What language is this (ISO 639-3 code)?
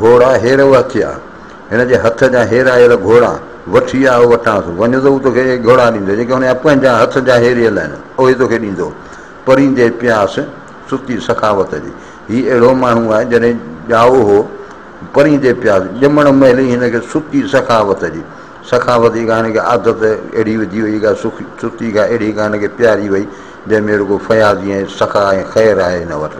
snd